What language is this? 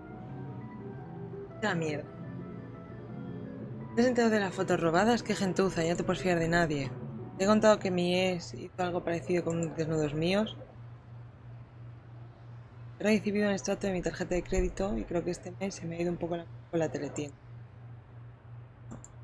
Spanish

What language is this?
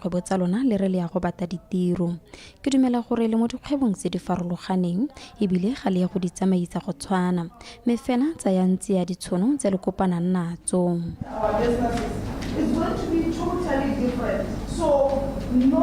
Tswana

